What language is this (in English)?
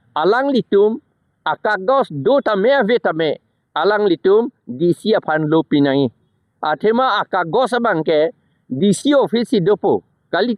Karbi